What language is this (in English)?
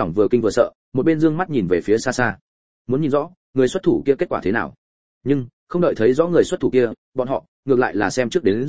Vietnamese